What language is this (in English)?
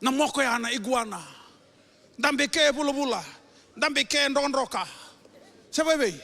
Fijian